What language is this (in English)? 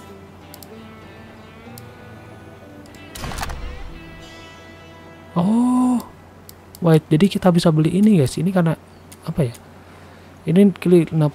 Indonesian